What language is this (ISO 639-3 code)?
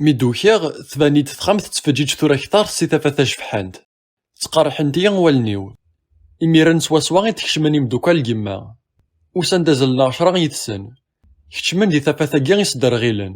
kab